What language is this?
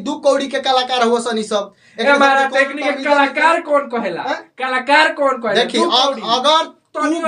Bhojpuri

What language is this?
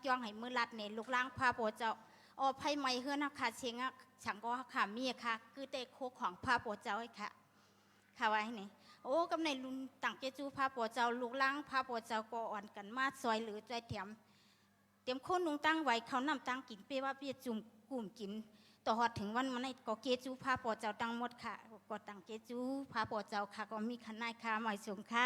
Shan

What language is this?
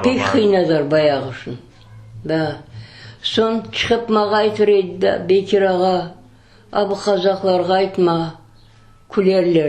Crimean Tatar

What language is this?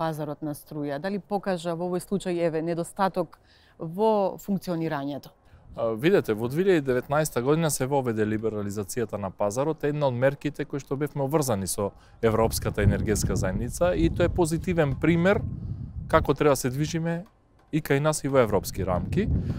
Macedonian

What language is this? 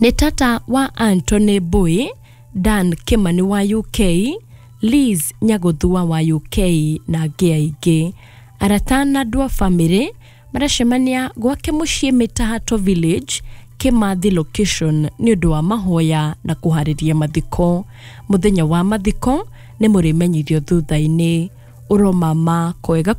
Kikuyu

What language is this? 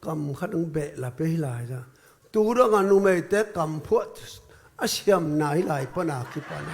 Tedim Chin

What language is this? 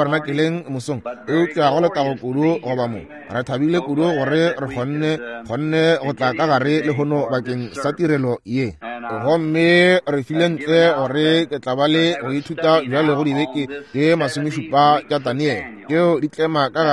Northern Sotho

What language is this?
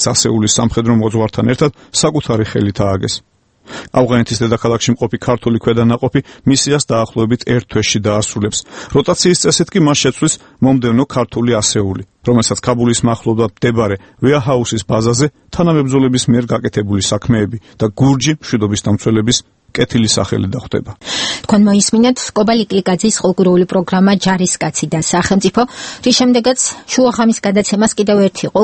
Georgian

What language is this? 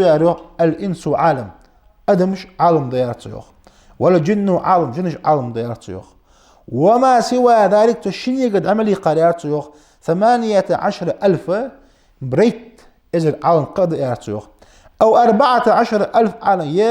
Ingush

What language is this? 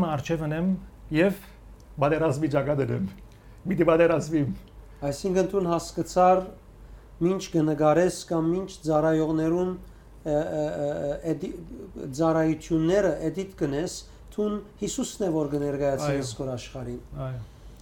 Western Armenian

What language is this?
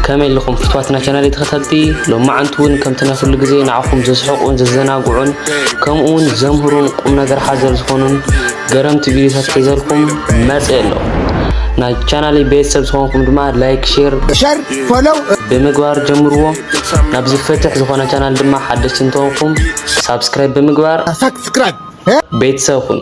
Tigrinya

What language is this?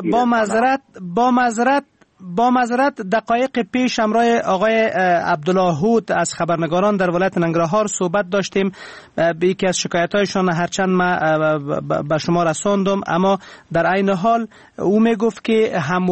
Persian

